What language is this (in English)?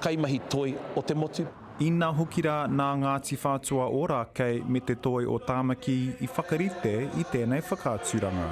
Māori